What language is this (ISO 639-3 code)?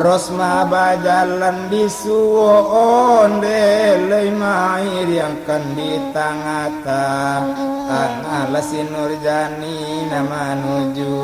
min